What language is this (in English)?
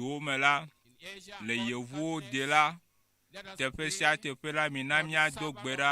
Ewe